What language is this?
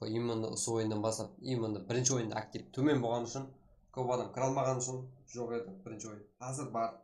Kara-Kalpak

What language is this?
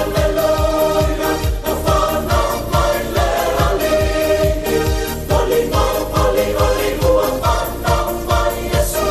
Samoan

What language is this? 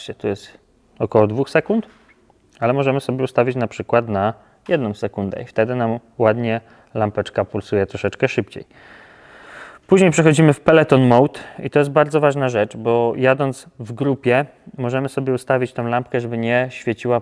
Polish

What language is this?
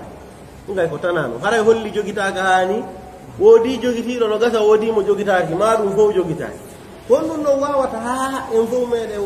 Pular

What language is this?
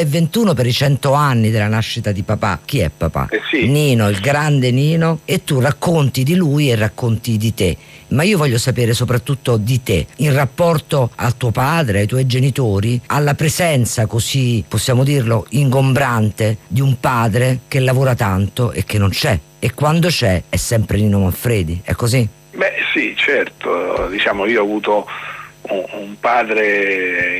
Italian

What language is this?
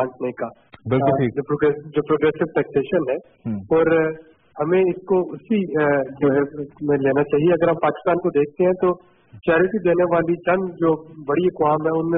Urdu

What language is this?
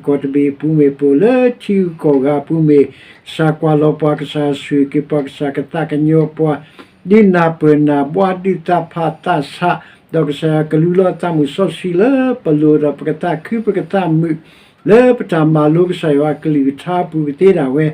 S'gaw Karen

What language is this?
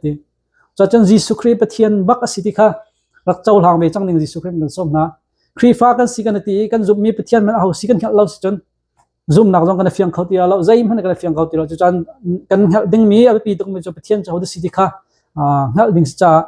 Hakha Chin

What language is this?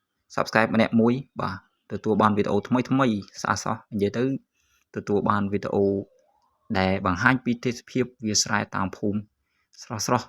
Khmer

